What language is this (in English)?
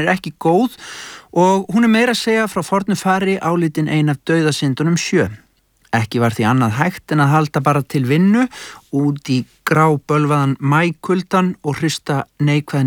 Icelandic